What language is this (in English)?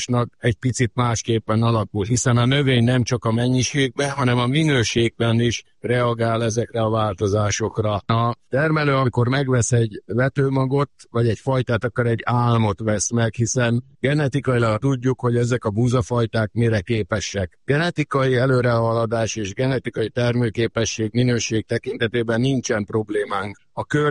Hungarian